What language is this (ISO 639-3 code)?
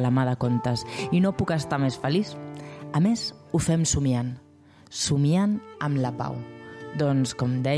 cat